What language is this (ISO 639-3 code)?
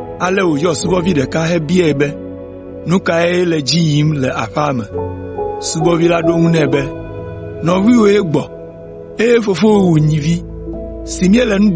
ewe